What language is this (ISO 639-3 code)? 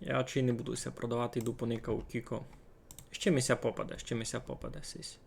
rue